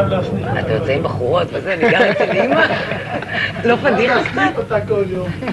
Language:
Hebrew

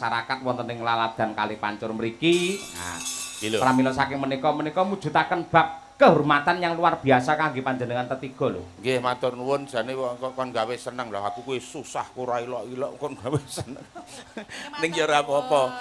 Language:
Javanese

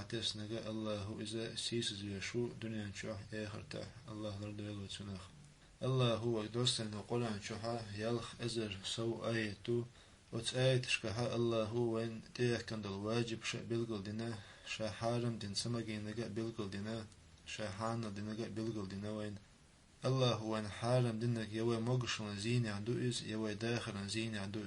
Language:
Chechen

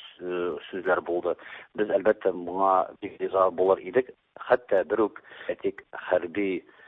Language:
Tatar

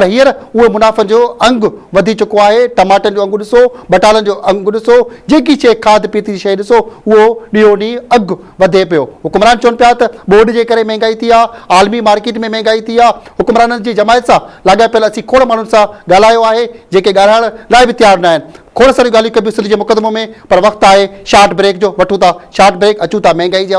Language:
Sindhi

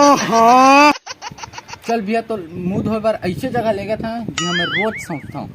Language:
Chhattisgarhi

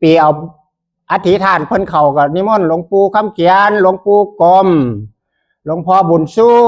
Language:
Northeastern Thai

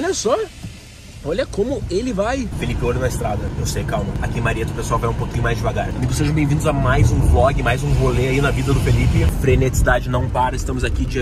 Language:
Portuguese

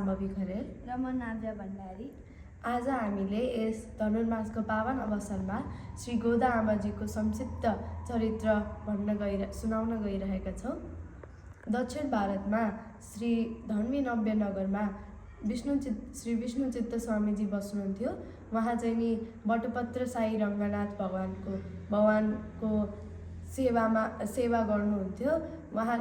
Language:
Nepali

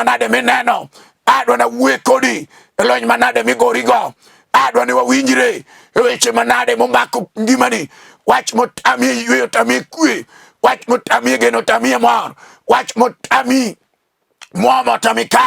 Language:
Luo (Kenya and Tanzania)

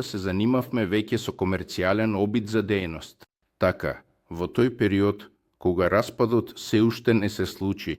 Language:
Macedonian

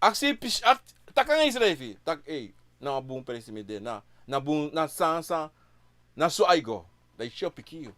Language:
Sranan Tongo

